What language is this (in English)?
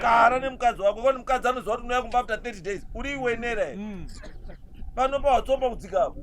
Shona